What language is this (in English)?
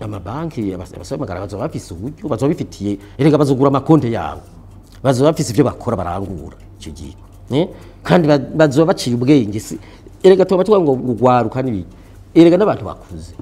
Rundi